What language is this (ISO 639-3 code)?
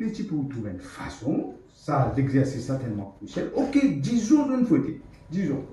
mfe